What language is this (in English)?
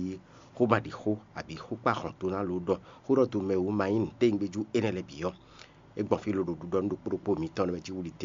Fon